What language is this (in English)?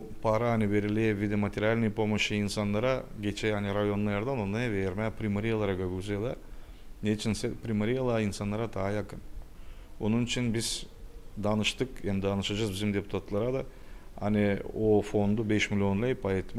Gagauz